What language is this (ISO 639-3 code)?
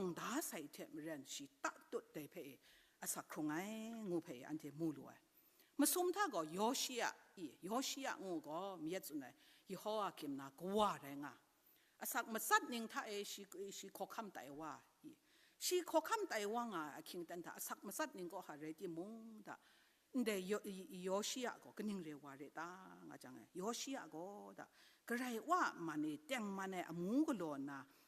kac